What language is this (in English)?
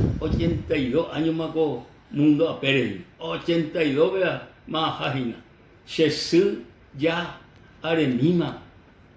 Guarani